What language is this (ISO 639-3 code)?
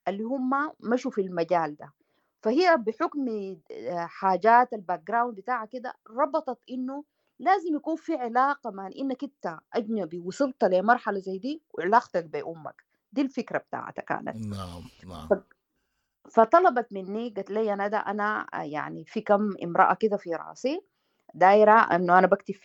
apd